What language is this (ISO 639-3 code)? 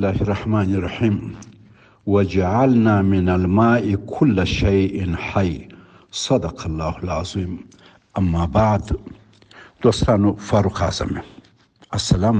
pus